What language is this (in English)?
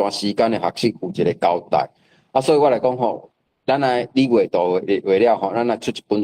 Min Nan Chinese